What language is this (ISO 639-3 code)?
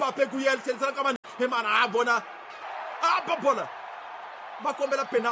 tso